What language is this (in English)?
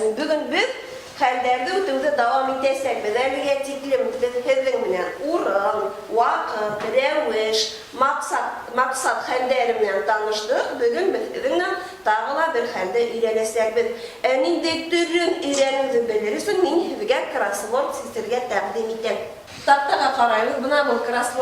Bashkir